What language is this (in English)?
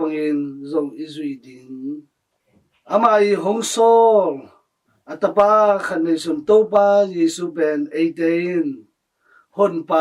Tedim Chin